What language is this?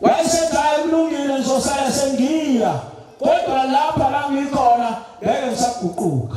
Zulu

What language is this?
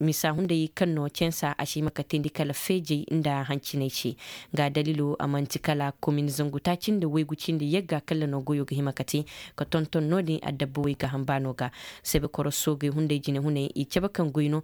Zarma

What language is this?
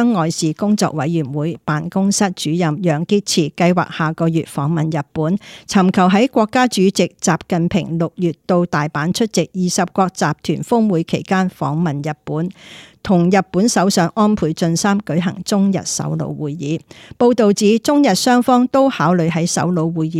Cantonese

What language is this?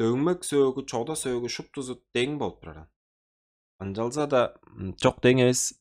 Tuvinian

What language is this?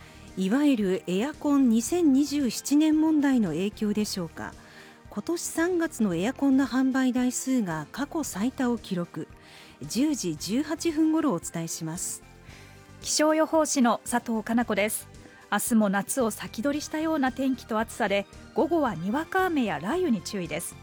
Japanese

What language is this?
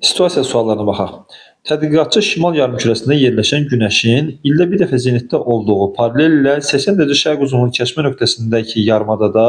Azerbaijani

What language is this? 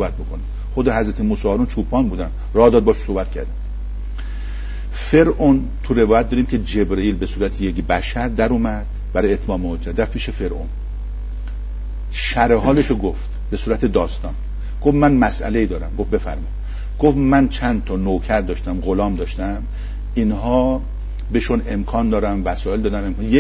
Persian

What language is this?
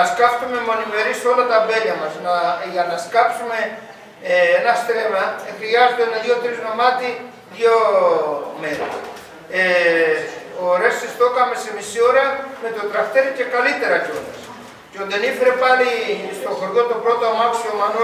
Greek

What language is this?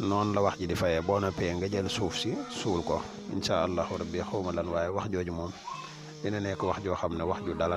Wolof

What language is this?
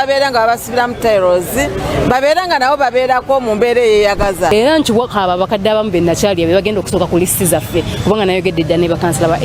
Ganda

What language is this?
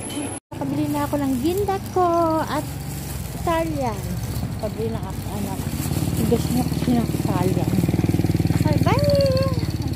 Filipino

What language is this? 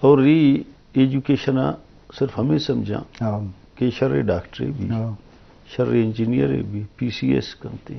Eastern Balochi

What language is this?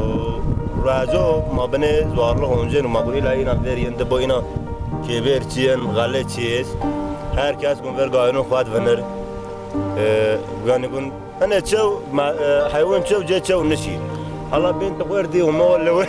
Zaza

